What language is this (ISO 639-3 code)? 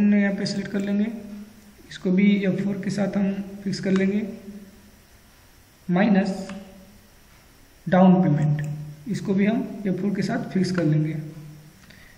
hin